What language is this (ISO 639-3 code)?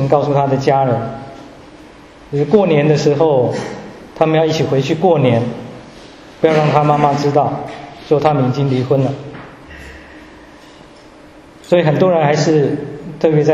zho